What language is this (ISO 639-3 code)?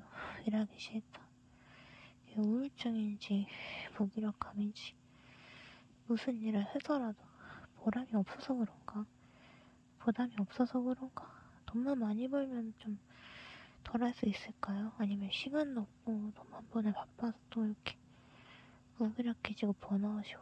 kor